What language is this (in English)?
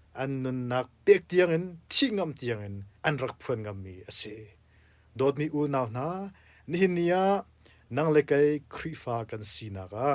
Hakha Chin